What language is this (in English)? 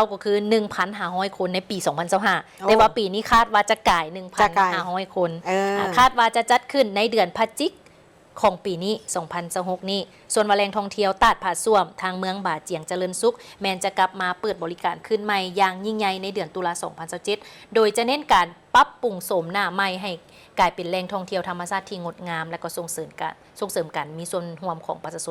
Lao